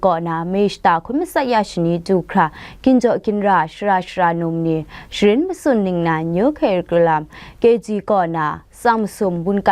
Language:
Kachin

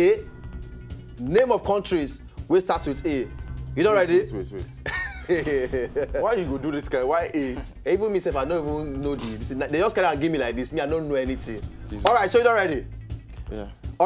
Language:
Nigerian Pidgin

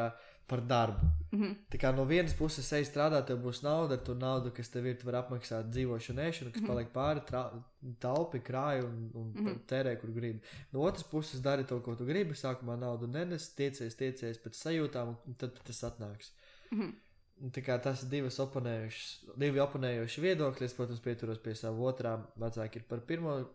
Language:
Latvian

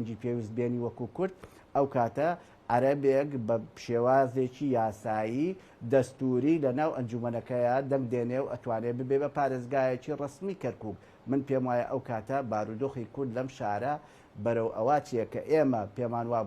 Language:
Central Kurdish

